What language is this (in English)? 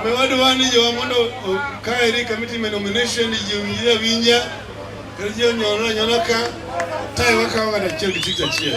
Luo (Kenya and Tanzania)